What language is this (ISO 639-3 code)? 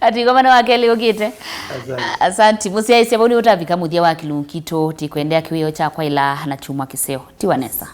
kam